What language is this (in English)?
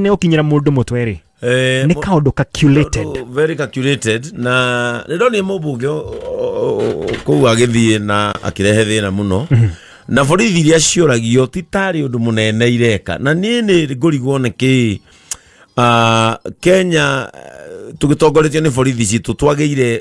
Kikuyu